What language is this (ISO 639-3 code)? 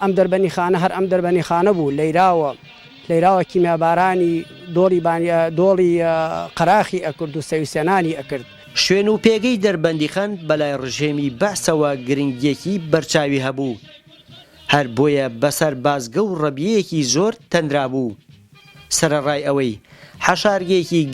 ckb